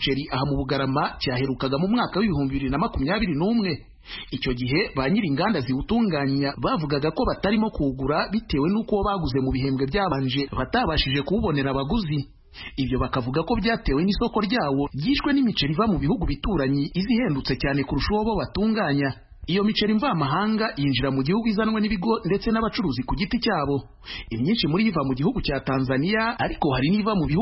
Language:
Kinyarwanda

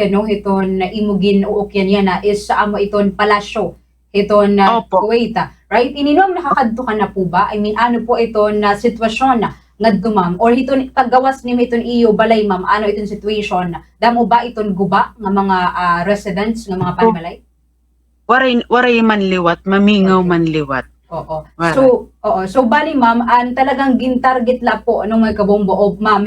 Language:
Waray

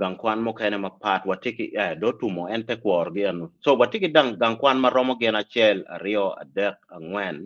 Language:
Acoli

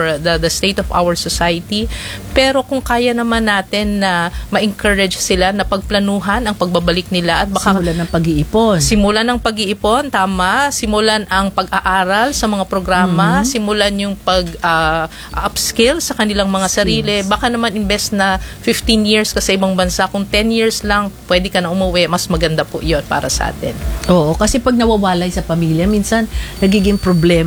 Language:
Filipino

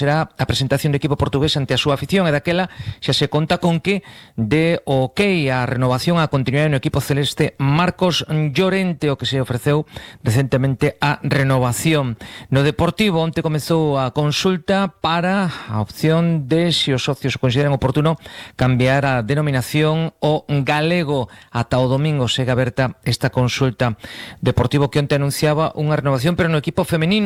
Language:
Galician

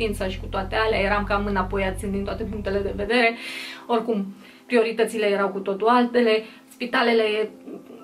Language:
Romanian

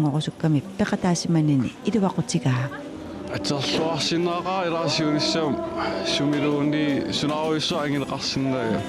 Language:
Kalaallisut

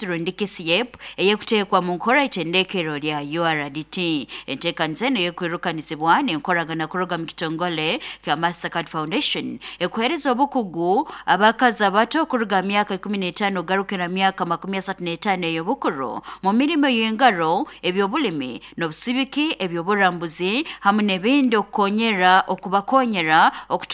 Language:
Nyoro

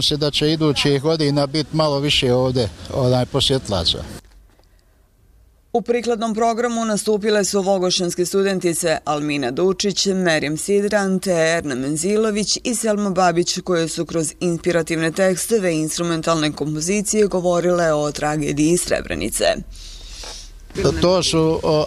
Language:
Bosnian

